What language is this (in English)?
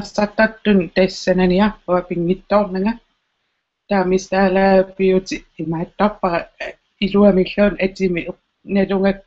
Kalaallisut